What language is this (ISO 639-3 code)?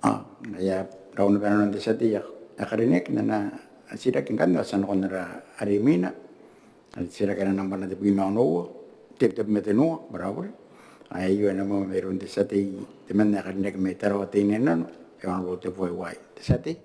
gil